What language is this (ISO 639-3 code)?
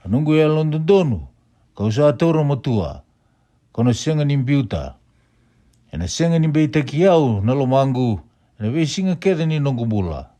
fij